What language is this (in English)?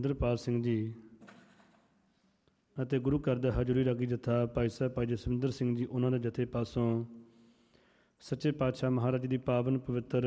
Punjabi